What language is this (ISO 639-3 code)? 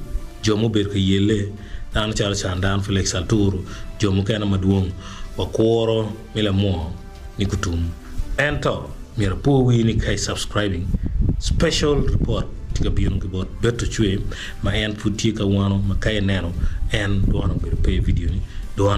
ach